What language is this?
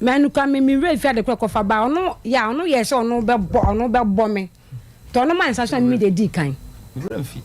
Akan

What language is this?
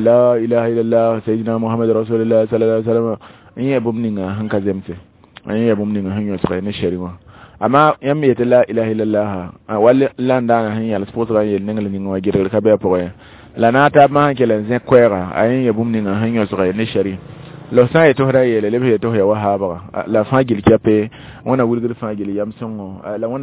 Mossi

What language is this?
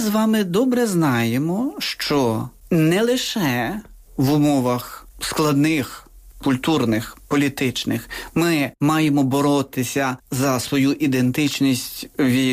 Ukrainian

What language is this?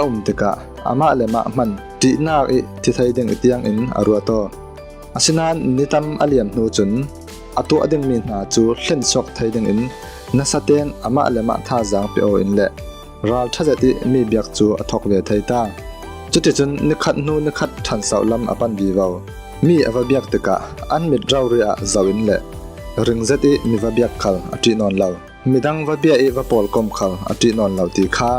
Falam Chin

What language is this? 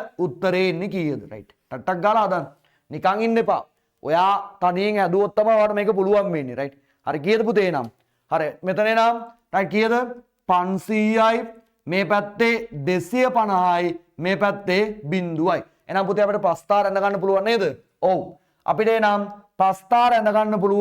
Sinhala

